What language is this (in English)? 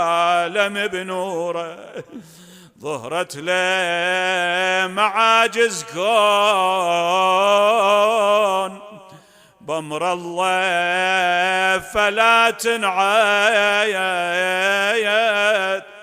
Mesopotamian Arabic